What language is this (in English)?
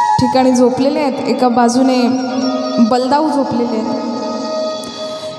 Marathi